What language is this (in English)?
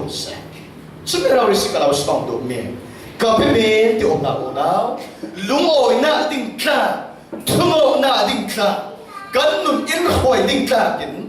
Falam Chin